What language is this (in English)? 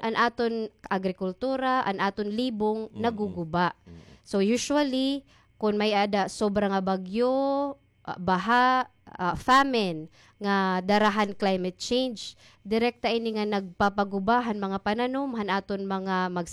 Waray